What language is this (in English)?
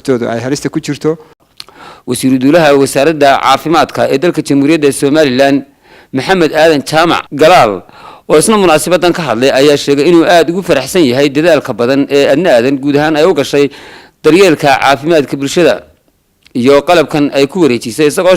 Somali